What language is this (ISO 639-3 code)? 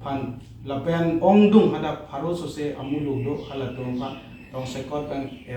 mjw